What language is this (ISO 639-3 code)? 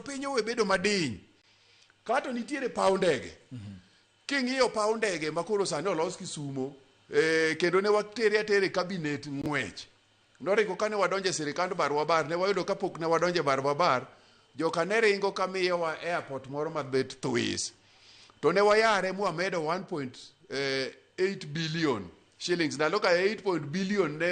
luo